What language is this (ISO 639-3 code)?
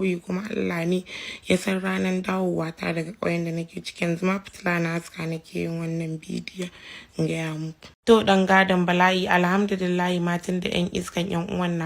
hau